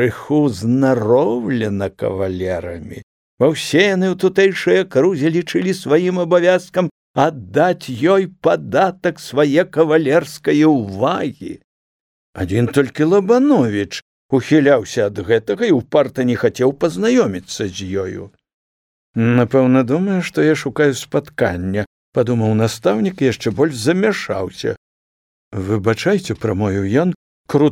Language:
Belarusian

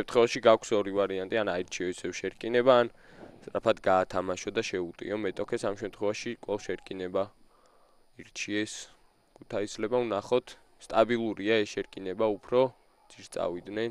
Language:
Georgian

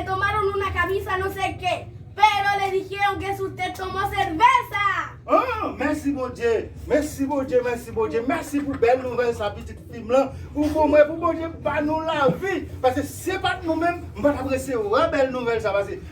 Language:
Haitian Creole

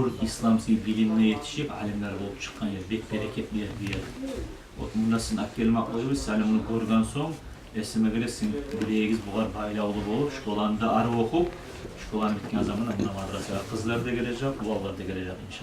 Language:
Kumyk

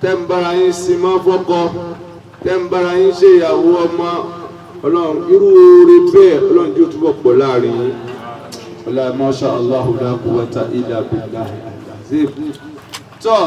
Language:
Yoruba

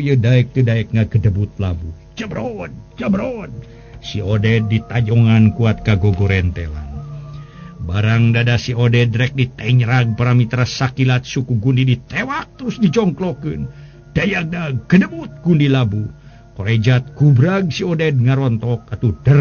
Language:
Sundanese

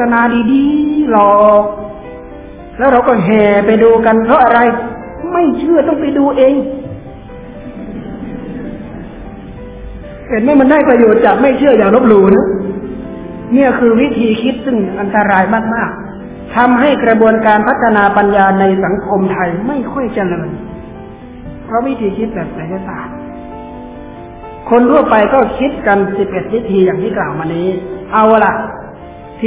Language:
Thai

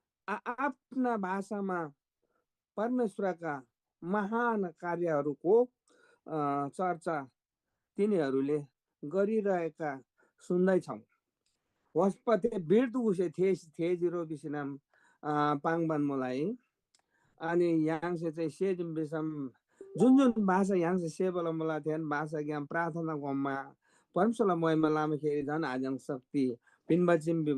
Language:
Eastern Tamang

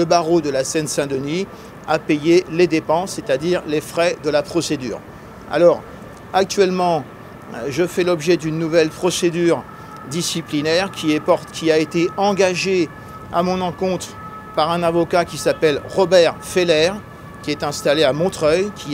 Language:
French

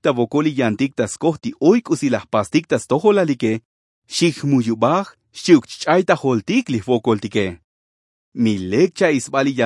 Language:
Tzotzil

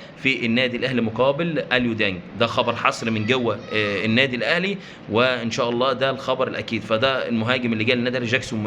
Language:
Egyptian Arabic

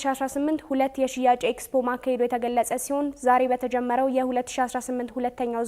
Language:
Amharic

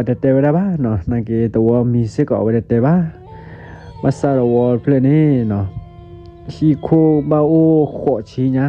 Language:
S'gaw Karen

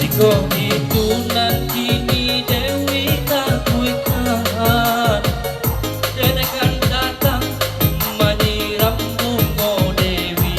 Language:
Minangkabau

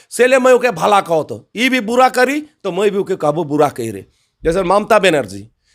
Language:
Sadri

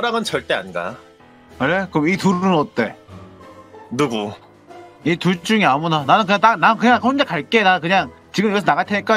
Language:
Korean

